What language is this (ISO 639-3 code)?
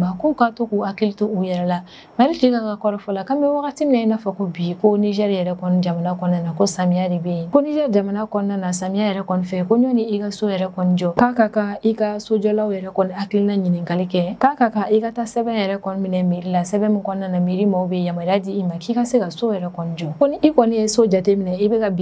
bam